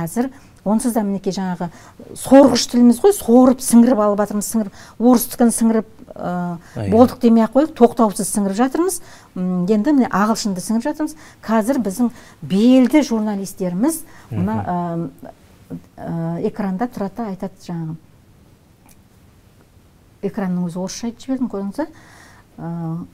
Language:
Kazakh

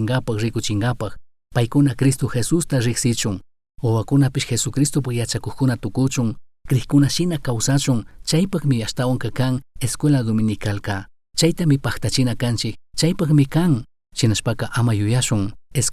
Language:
Chimborazo Highland Quichua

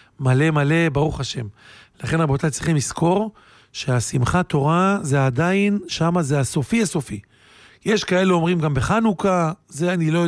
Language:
Hebrew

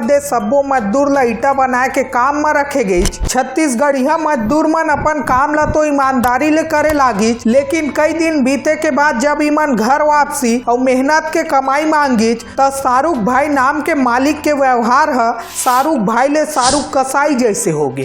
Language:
Chhattisgarhi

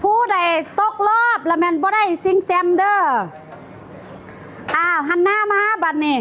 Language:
Lao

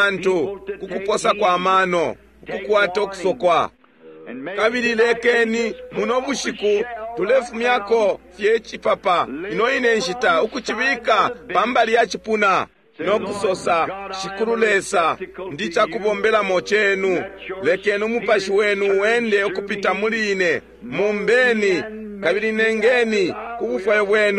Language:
Bemba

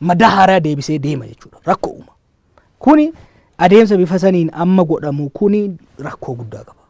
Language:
Oromo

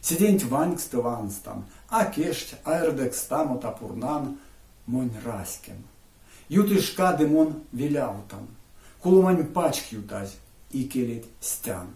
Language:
Erzya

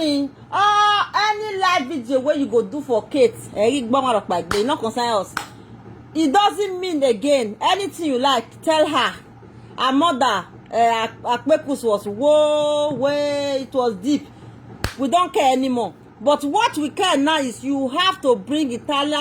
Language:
Nigerian Pidgin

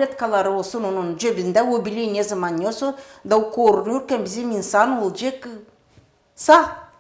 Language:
Gagauz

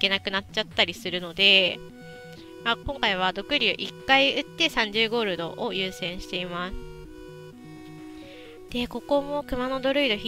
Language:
Japanese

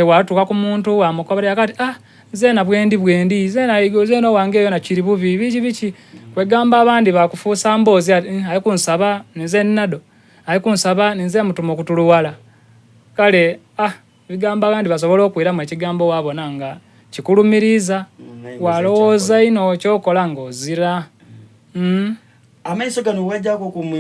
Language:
Soga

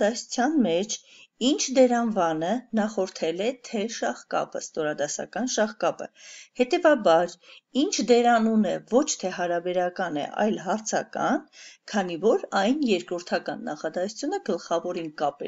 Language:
Armenian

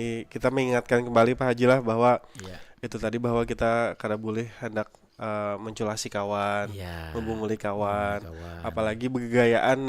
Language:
Banjar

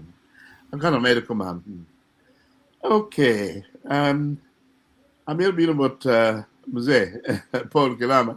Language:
Acoli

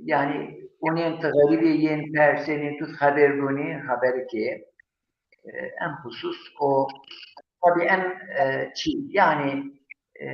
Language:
Zaza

